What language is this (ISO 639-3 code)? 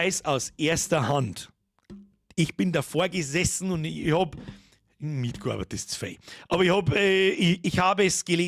bar